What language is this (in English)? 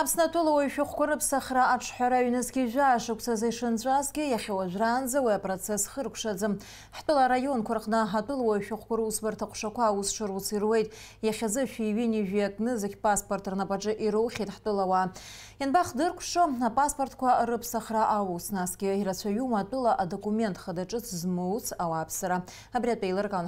Abkhazian